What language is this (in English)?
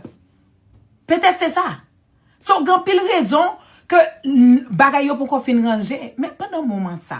Haitian Creole